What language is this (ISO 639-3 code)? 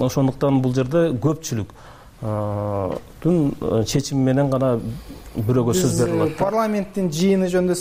kir